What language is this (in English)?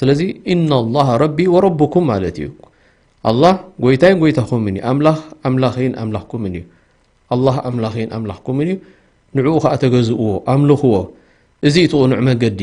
Tigrinya